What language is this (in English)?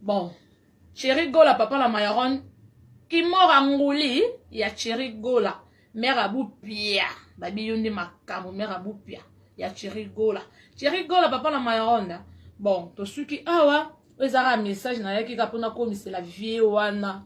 Lingala